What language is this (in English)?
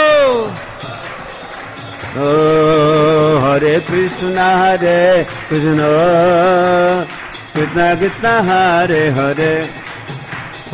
Hindi